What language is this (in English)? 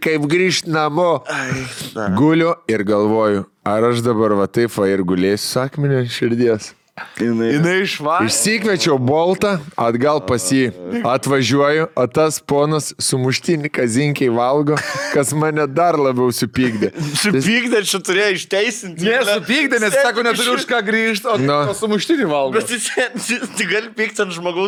Lithuanian